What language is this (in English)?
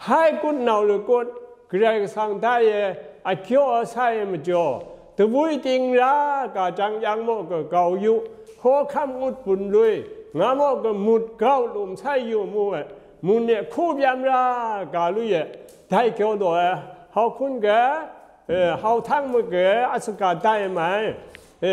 Zaiwa